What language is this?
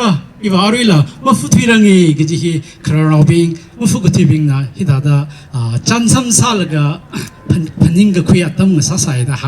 Tangkhul Naga (India)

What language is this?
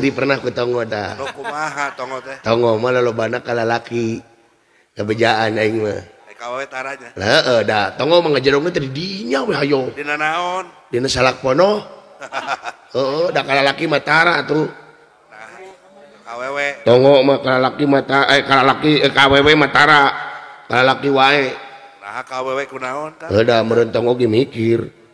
Sundanese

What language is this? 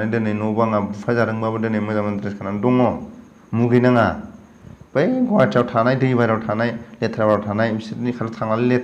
Bodo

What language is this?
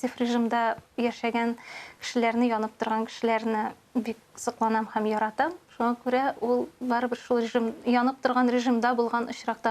Tatar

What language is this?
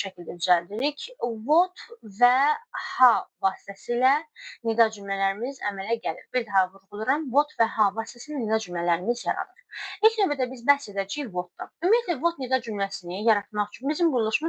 Azerbaijani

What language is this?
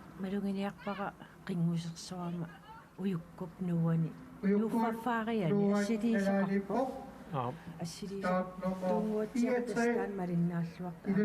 Kalaallisut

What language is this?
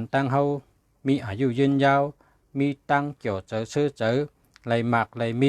Shan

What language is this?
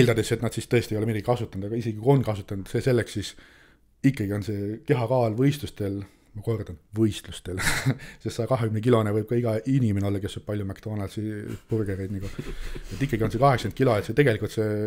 Estonian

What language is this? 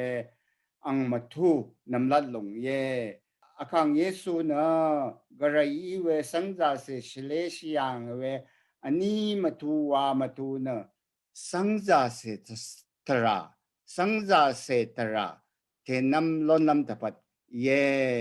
Rawang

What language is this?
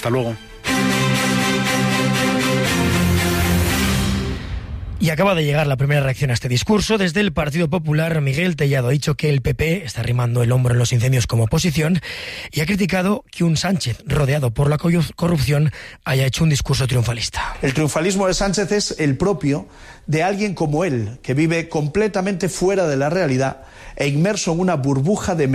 Spanish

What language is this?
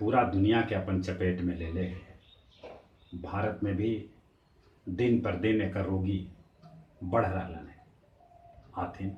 Magahi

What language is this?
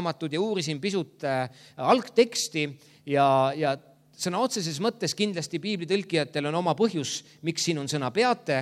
Estonian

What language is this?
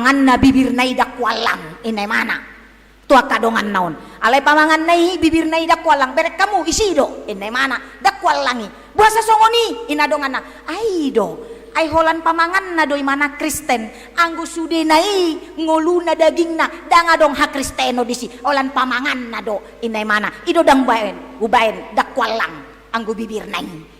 Batak Toba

